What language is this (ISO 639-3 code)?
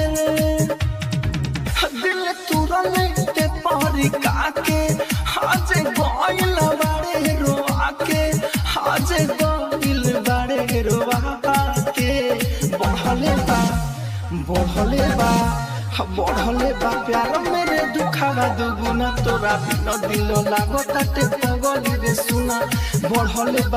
bho